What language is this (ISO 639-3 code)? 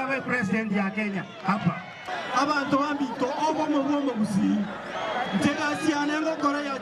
guz